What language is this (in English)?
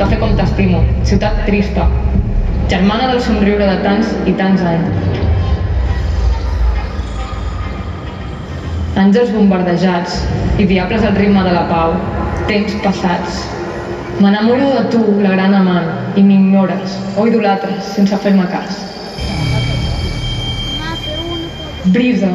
Catalan